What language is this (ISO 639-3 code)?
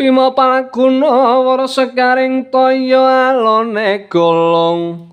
jav